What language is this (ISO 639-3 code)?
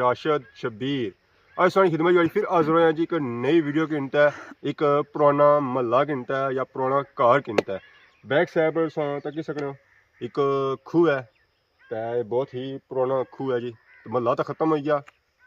phr